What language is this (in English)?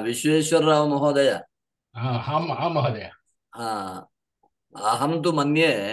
Sanskrit